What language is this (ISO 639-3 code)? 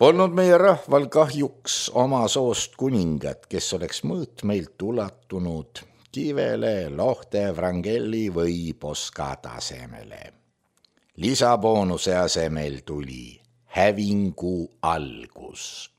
est